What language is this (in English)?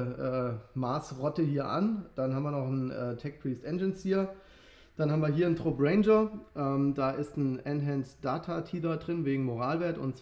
German